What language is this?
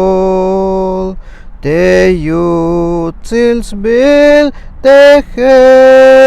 Tzeltal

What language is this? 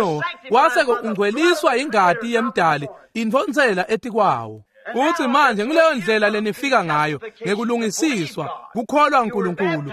Swati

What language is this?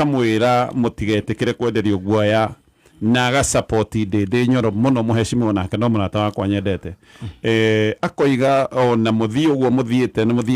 Kikuyu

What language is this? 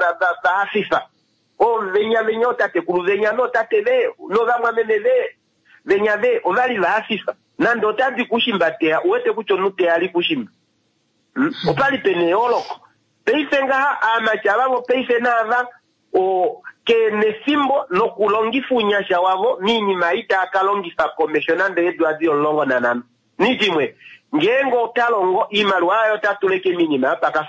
Kuanyama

